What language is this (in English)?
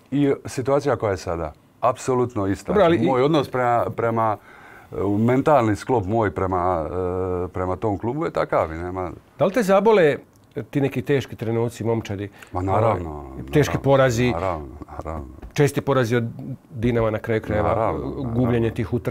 Croatian